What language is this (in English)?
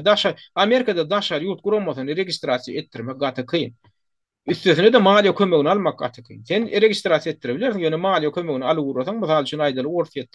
Turkmen